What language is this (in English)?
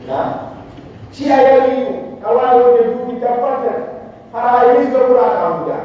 Pular